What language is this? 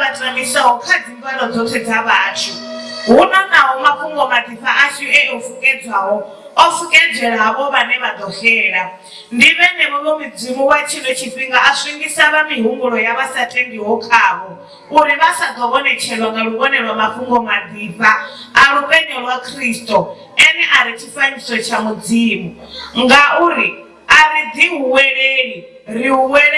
Venda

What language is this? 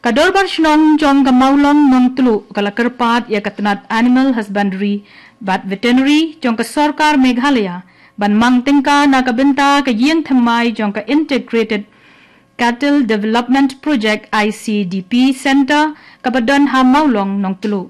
Khasi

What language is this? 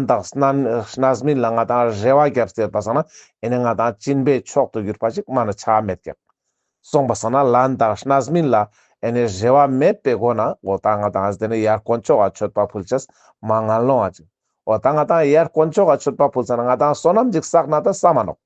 Ladakhi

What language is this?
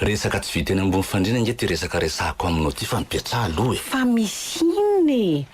Malagasy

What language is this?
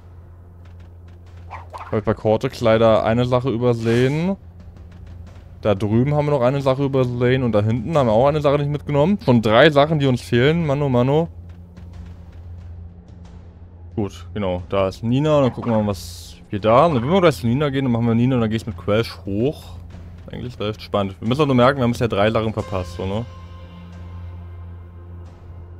German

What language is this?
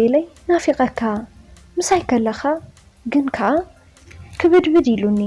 Tigrinya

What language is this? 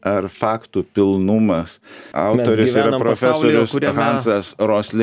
Lithuanian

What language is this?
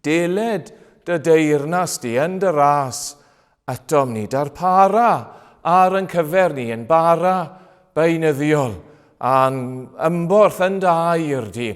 Welsh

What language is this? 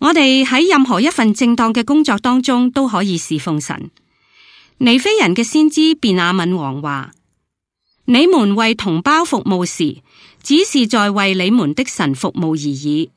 Cantonese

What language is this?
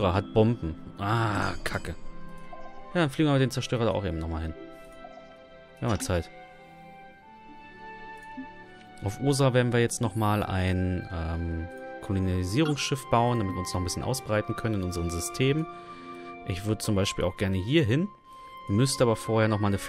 German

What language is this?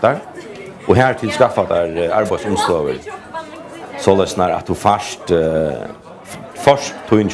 Faroese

